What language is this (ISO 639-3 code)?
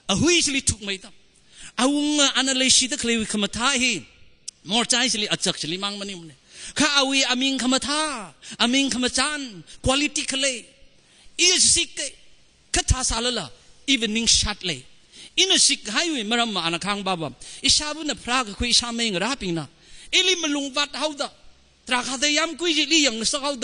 nmf